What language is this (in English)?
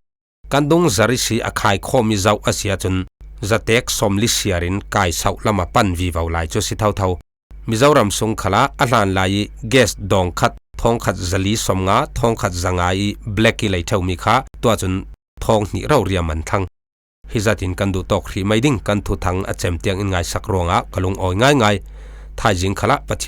Falam Chin